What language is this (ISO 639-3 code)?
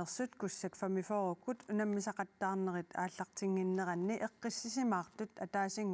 kal